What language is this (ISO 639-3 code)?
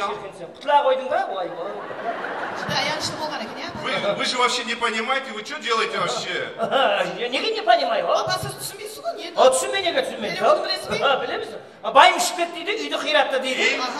kaa